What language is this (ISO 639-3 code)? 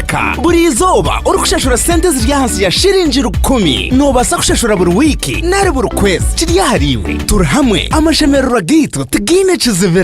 nyn